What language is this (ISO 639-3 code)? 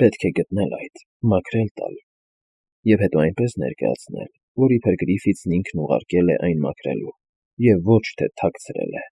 hye